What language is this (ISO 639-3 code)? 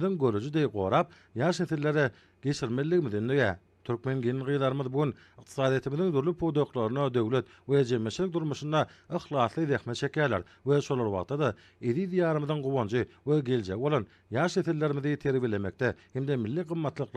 tuk